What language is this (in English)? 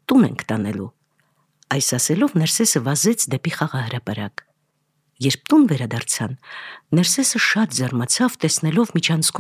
Armenian